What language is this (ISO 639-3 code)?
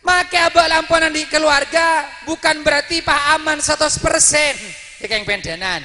mad